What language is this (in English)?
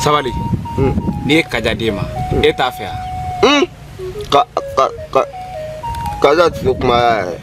Bambara